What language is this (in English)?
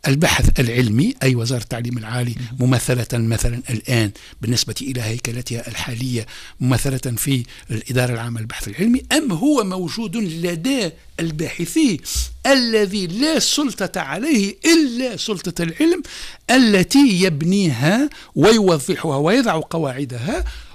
Tunisian Arabic